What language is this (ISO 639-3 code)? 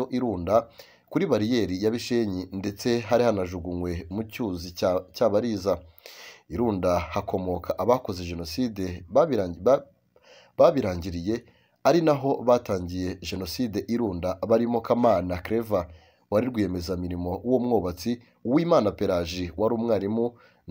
kin